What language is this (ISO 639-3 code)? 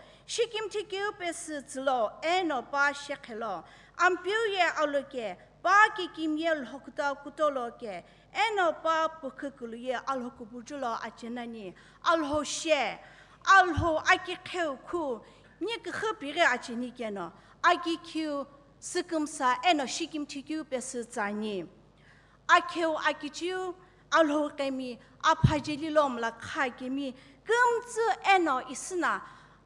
nsm